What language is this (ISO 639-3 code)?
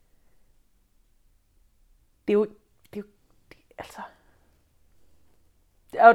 dan